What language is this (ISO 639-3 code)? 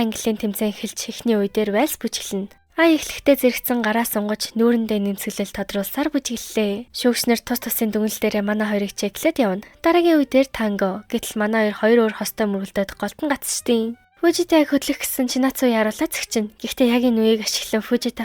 mon